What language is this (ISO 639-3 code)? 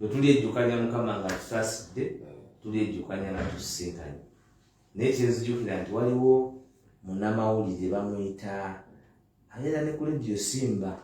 lug